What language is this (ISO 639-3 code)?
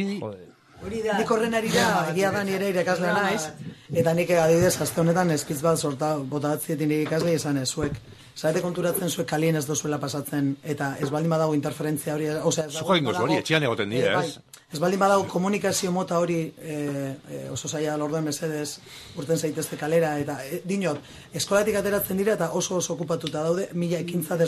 eus